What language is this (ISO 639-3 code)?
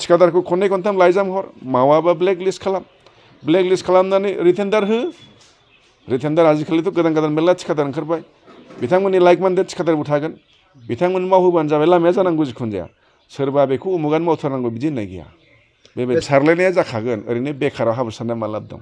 brx